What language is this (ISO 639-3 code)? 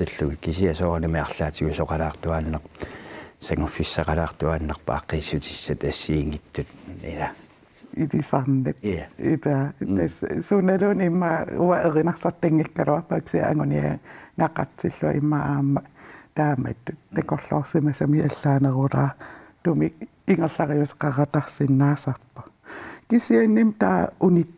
kal